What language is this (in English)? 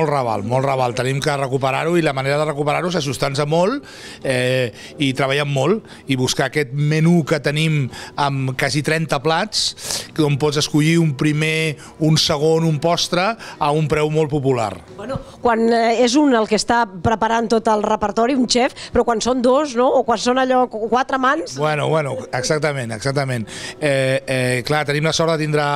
Catalan